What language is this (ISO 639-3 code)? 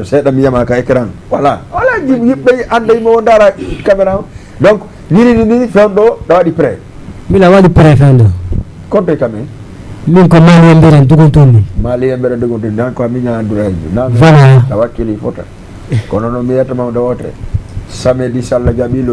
ful